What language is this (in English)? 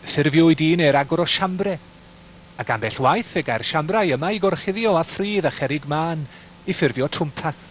Welsh